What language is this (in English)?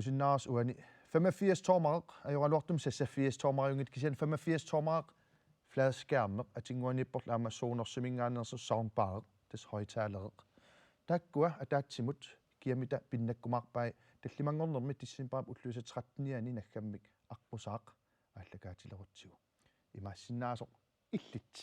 Kalaallisut